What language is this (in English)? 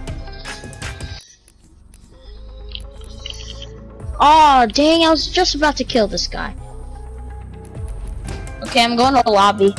English